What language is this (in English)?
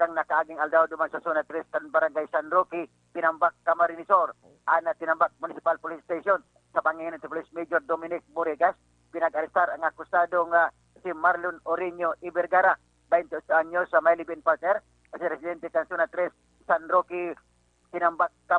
Bikol